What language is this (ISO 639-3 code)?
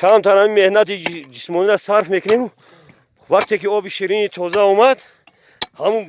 tgk